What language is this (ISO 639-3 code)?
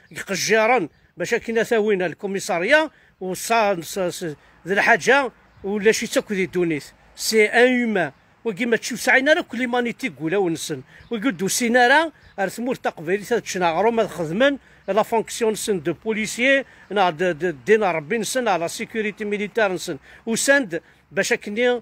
kab